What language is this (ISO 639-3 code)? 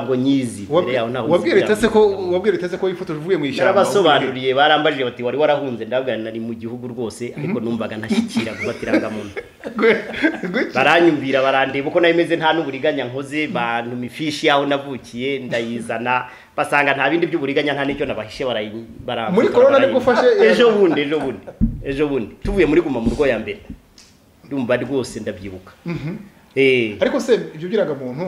kin